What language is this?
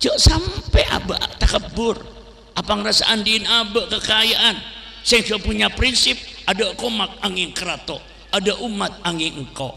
Madurese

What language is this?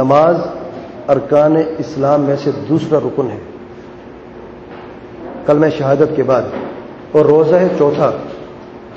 Urdu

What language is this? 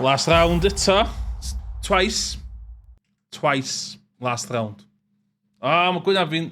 Welsh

